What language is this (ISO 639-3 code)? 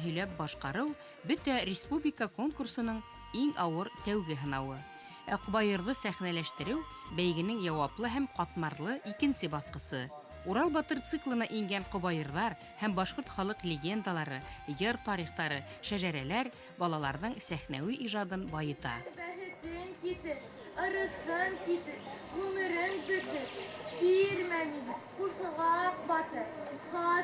bak